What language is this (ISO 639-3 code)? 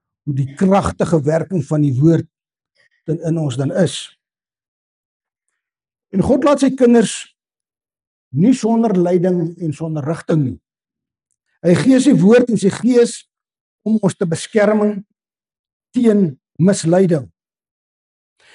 afr